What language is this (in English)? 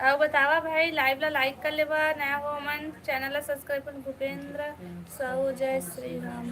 Chhattisgarhi